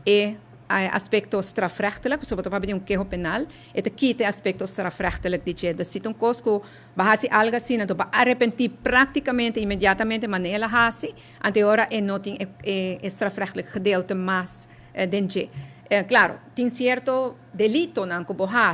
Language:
Papiamento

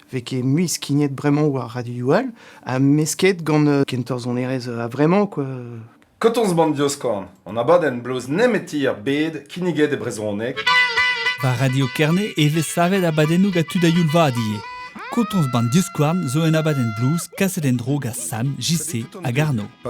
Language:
Breton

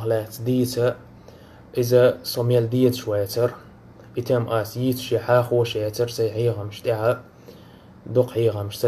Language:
Chechen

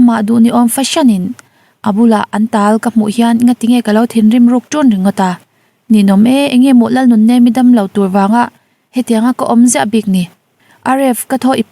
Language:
Mizo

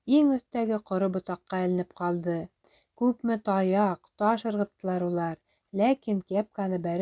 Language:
Bashkir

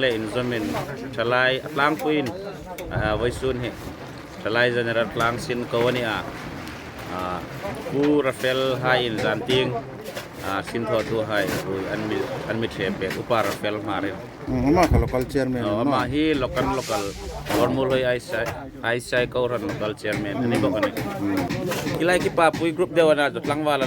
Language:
Hmar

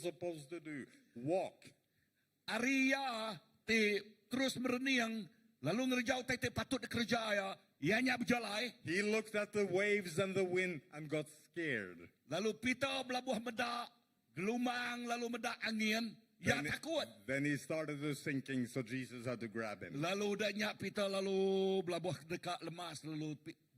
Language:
Iban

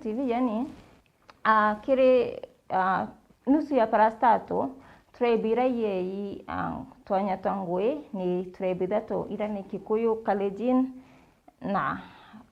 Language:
Meru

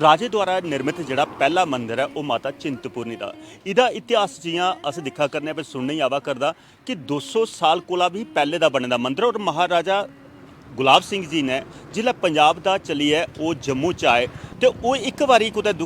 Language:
Dogri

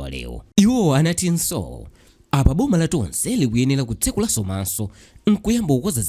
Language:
Nyanja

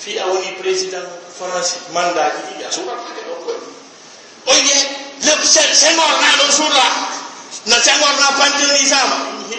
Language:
Fula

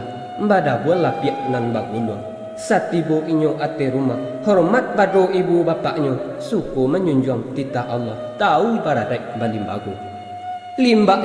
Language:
Minangkabau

